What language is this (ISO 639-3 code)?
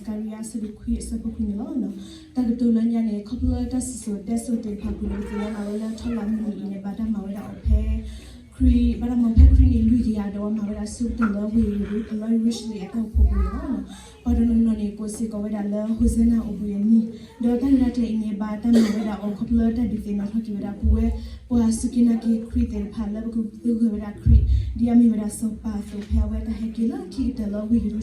ksw